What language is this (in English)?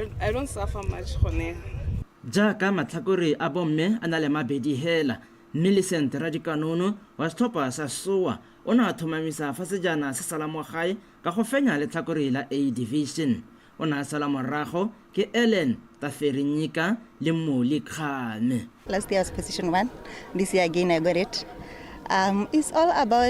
Tswana